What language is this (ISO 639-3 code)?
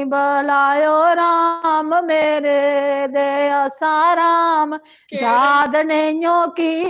doi